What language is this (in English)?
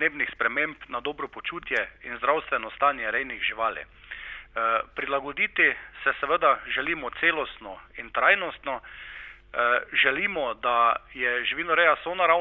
Slovenian